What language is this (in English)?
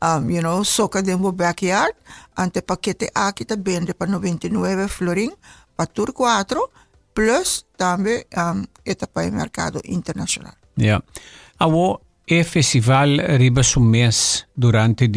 Papiamento